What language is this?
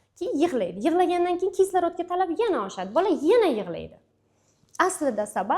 Uzbek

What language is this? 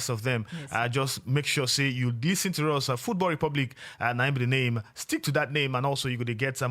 Nigerian Pidgin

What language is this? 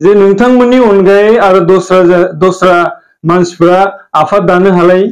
Bodo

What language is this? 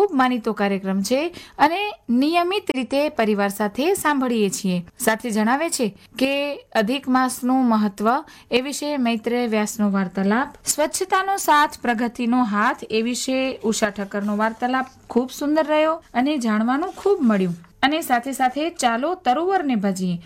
Gujarati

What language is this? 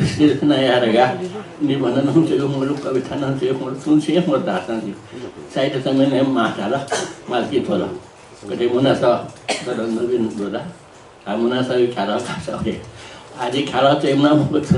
Newari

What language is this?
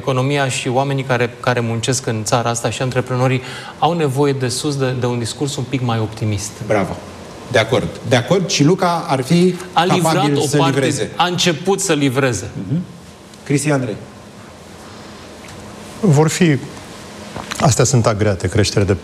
Romanian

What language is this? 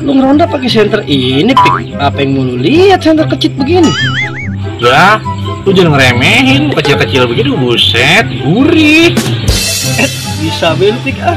Betawi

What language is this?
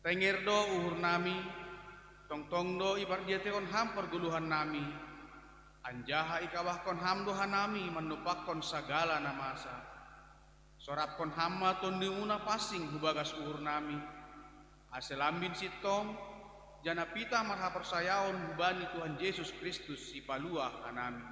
Batak Simalungun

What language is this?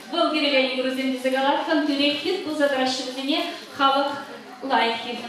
Chuvash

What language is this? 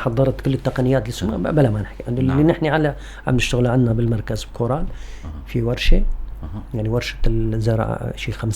North Levantine Arabic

